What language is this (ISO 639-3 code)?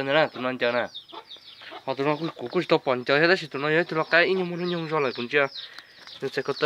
hmn